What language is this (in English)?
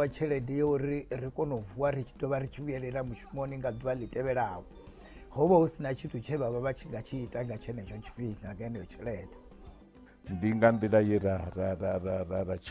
Venda